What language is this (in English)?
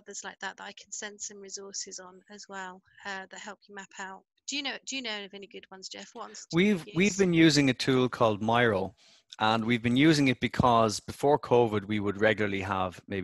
English